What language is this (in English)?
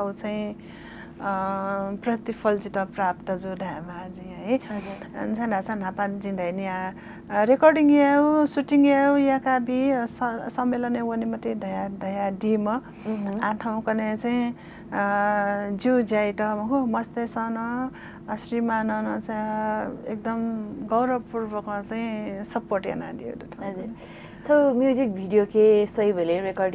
Newari